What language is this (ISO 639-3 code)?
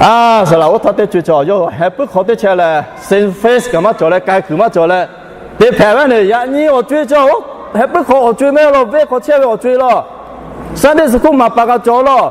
lhu